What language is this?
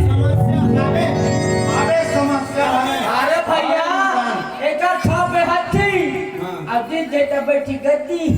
Chhattisgarhi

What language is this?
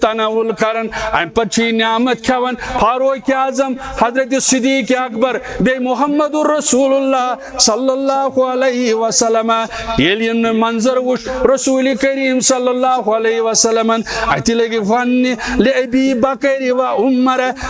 Kashmiri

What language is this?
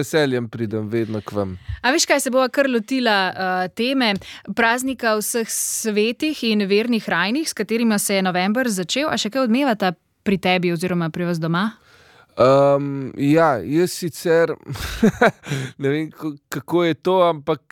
Slovenian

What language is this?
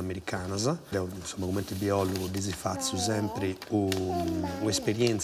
Sardinian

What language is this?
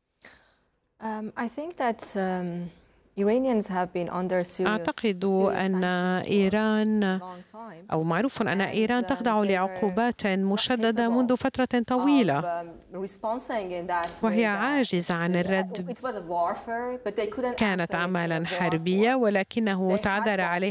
Arabic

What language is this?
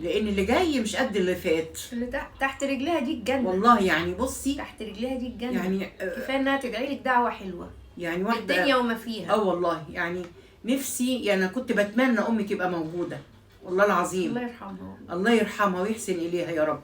Egyptian Arabic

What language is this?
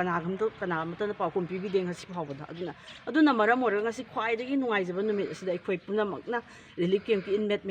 Manipuri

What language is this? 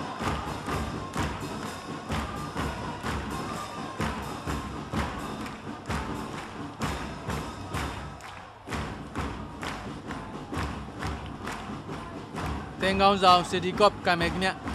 Burmese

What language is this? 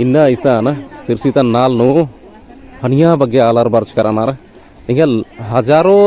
Kurukh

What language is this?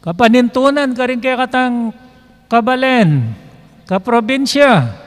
Pampanga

